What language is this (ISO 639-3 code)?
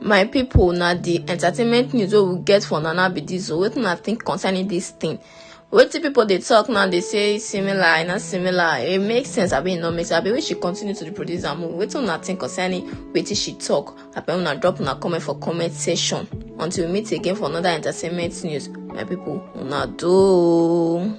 pcm